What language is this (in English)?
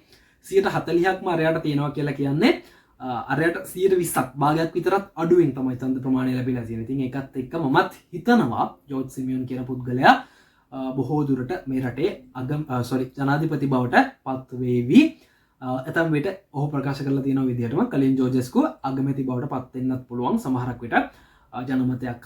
Sinhala